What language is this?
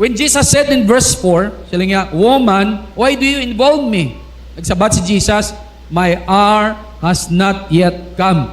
Hiligaynon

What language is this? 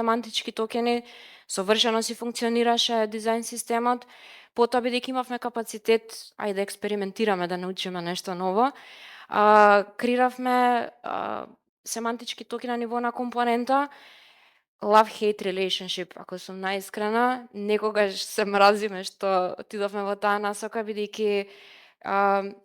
Macedonian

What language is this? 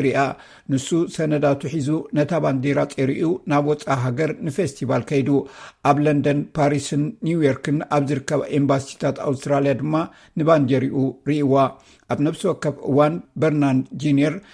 Tigrinya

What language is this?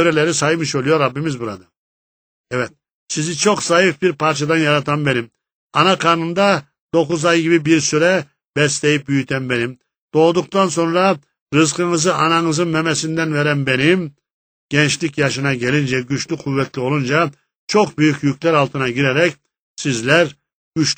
Turkish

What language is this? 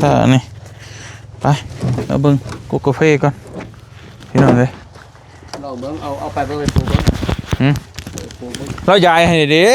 Lao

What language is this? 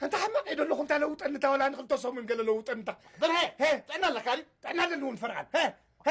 Tigrinya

